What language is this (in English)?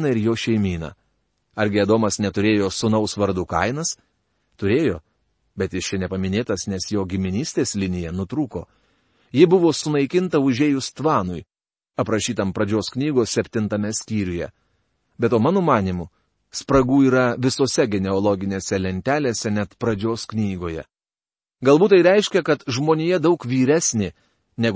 Lithuanian